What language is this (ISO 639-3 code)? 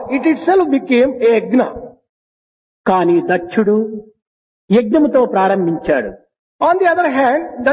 tel